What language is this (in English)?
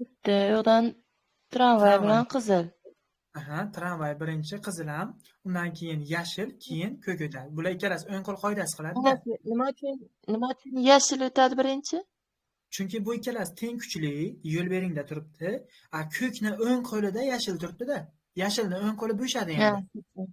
Uzbek